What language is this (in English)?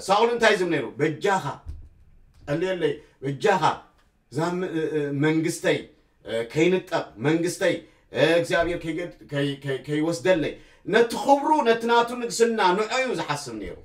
Tigrinya